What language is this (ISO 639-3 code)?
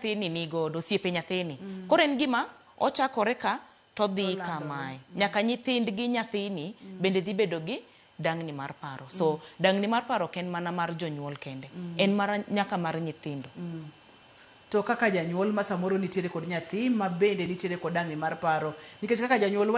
luo